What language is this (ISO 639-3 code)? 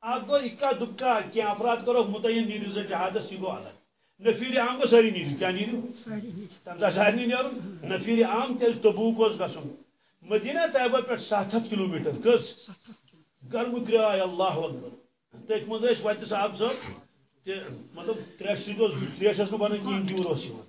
kas